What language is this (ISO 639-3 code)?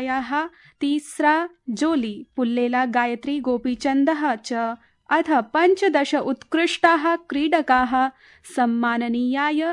san